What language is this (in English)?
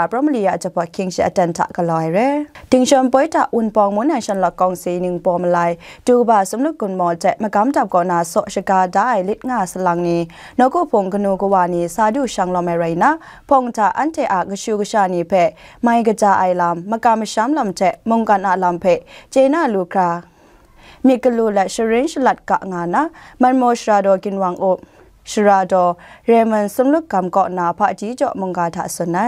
Kachin